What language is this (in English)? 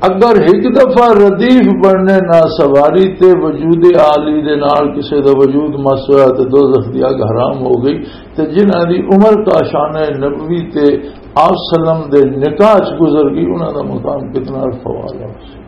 Western Panjabi